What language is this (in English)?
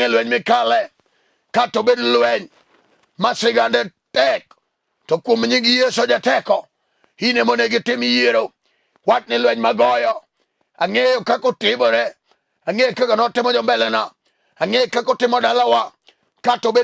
Luo (Kenya and Tanzania)